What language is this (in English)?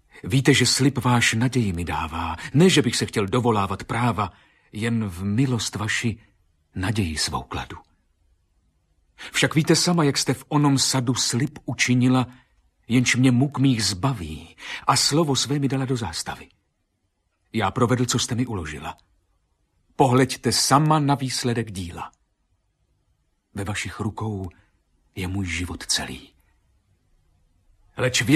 Czech